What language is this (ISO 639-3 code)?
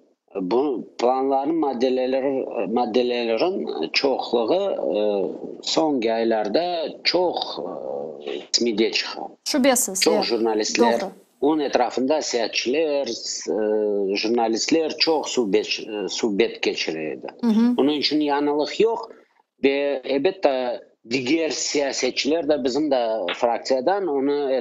crh